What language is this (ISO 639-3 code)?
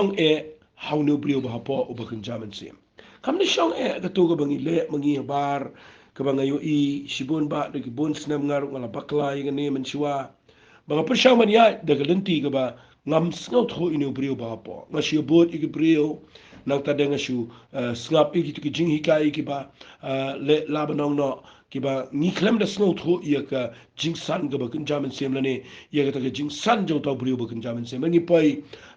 kha